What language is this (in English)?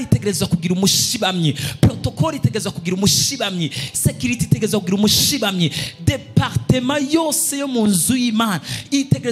Rundi